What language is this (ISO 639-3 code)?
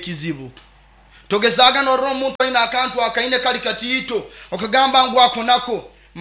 nyo